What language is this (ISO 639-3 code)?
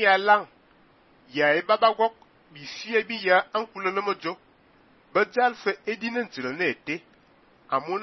fan